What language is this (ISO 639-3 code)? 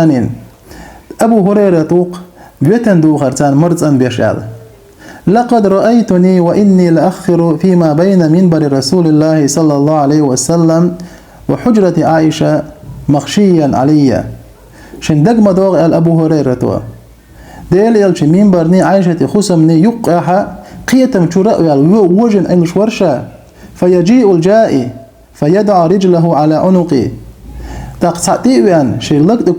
che